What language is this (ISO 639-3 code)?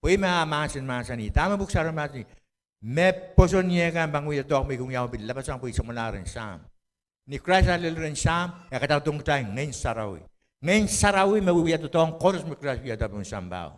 pon